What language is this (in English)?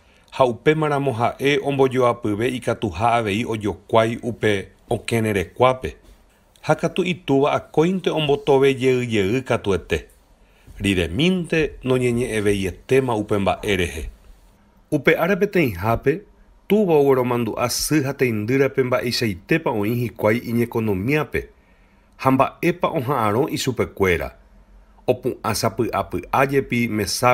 Guarani